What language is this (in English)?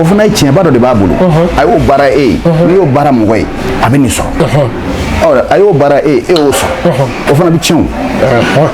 Bambara